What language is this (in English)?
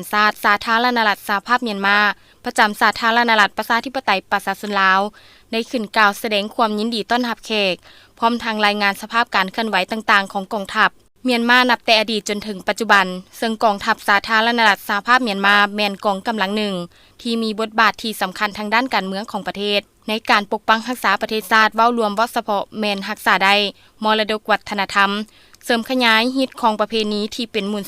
Lao